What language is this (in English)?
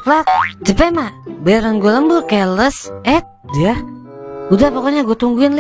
Betawi